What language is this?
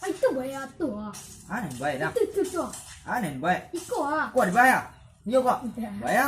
Minangkabau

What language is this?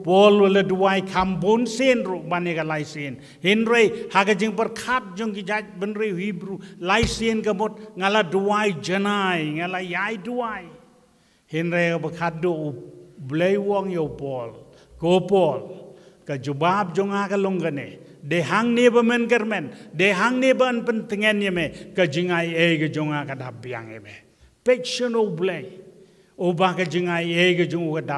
Khasi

